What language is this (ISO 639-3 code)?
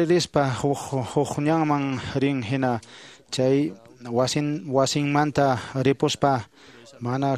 que